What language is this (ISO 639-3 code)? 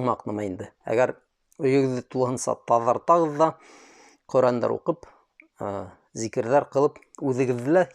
bak